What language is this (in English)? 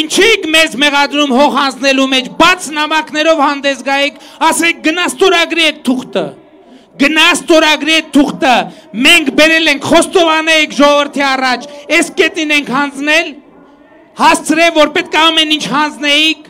Armenian